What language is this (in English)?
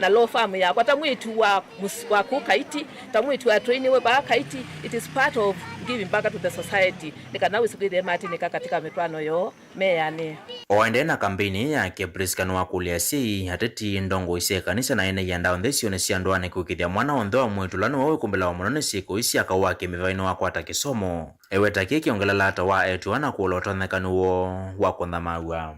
Kamba